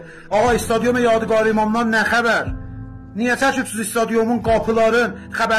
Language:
South Azerbaijani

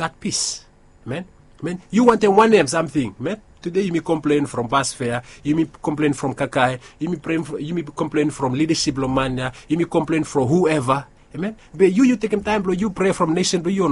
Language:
Bislama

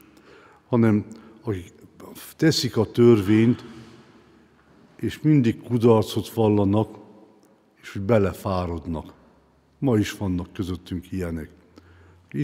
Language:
Hungarian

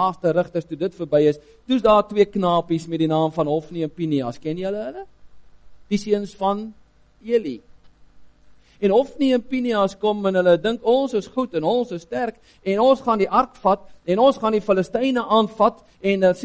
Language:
Afrikaans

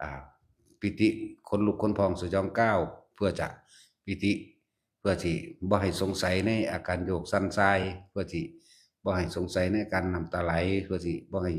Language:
Lao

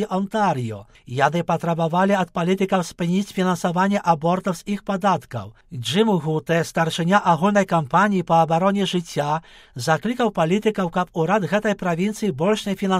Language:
Belarusian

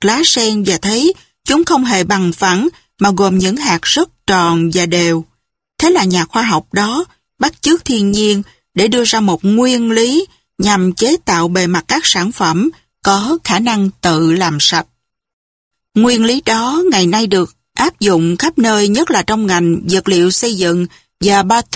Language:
Vietnamese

